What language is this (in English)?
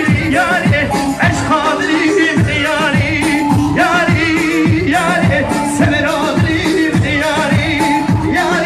Kurdish